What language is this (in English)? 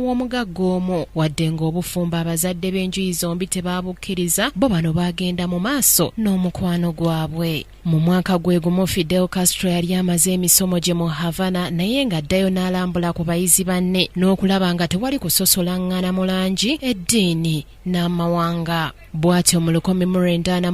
Ganda